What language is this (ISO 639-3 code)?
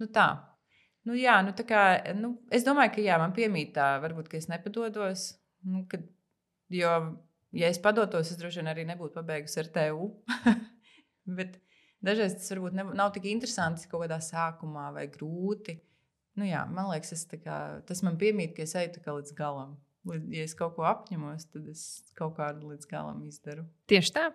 lav